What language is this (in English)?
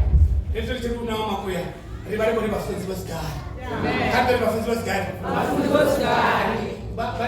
Venda